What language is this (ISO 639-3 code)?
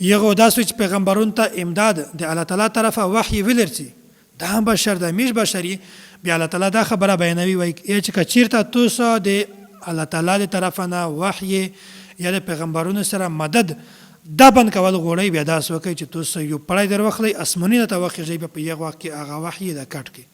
pus